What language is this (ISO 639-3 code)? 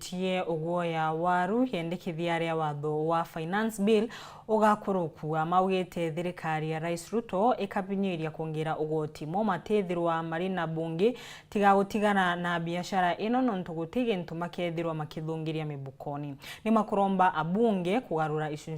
mer